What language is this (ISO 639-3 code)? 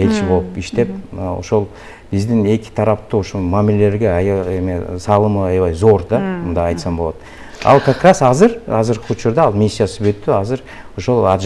kir